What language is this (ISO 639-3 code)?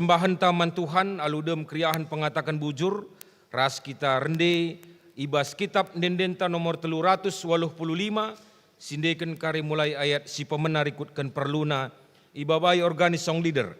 btx